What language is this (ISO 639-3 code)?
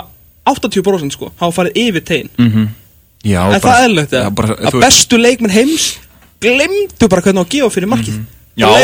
isl